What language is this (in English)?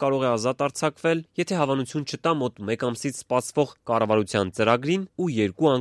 Armenian